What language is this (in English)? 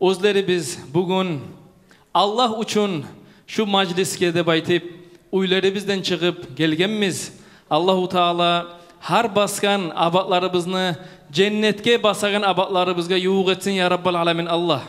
Kumyk